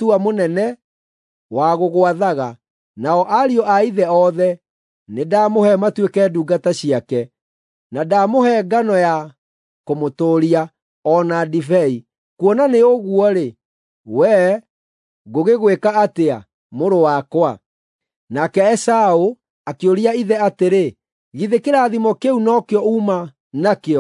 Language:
Kikuyu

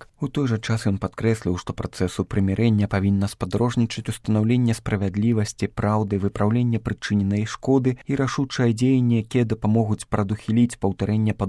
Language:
Belarusian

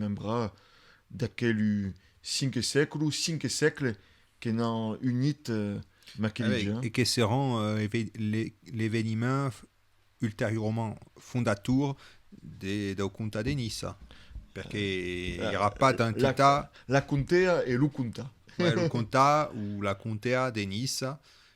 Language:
Occitan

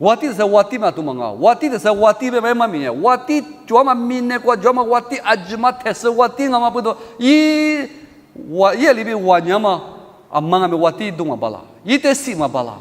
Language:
Lisu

